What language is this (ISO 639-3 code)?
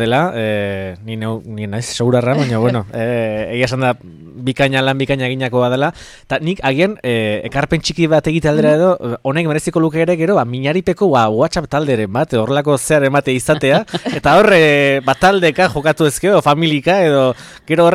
eus